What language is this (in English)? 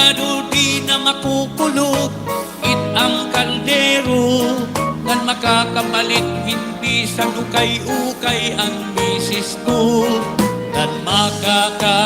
Waray